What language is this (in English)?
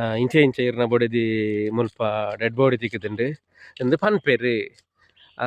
Tulu